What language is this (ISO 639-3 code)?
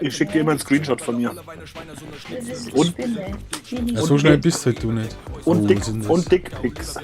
bar